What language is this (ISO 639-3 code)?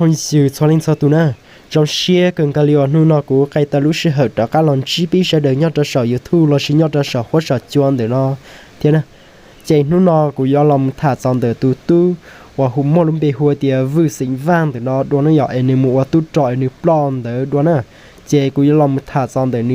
hmn